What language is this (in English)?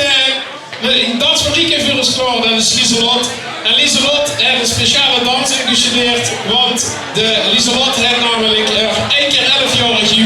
Limburgish